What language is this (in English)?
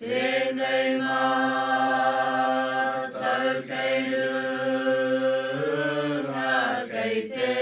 Māori